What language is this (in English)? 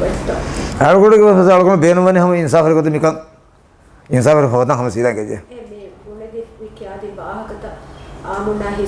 Divehi